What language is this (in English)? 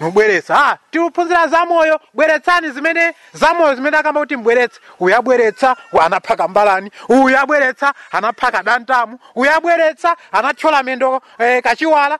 Nyanja